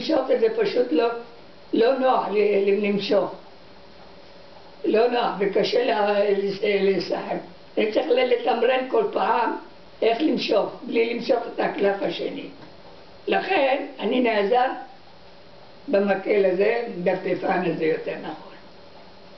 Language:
Hebrew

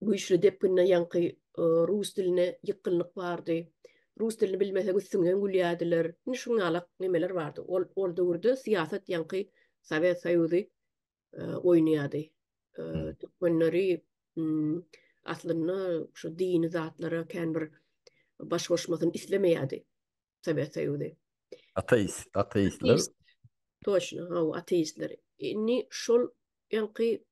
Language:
Turkmen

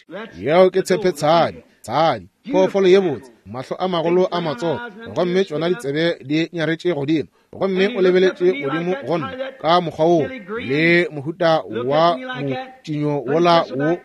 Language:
Northern Sotho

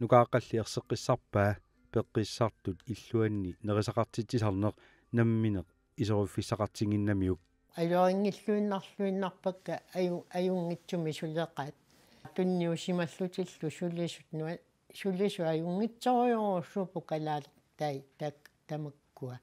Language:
Kalaallisut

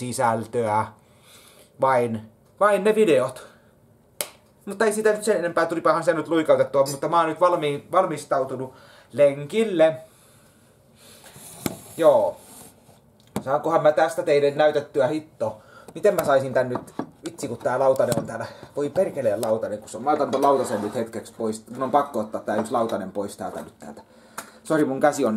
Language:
Finnish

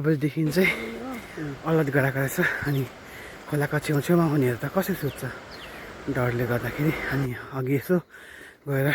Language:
Nepali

